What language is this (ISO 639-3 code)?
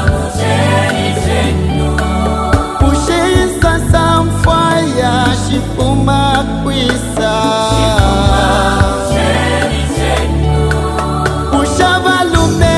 bem